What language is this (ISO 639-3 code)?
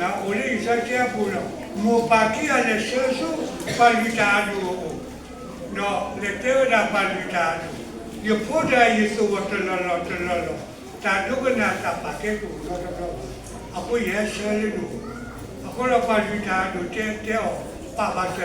ksw